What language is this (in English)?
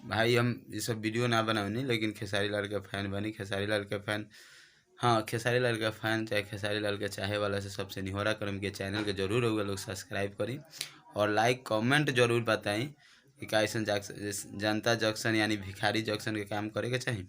Bhojpuri